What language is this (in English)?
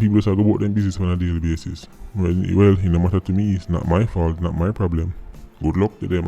Jamaican Creole English